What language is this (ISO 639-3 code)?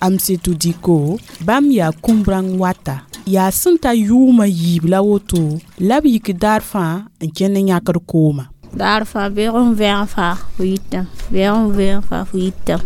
mos